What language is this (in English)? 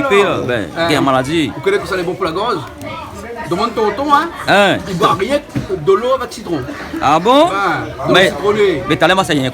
Réunion Creole French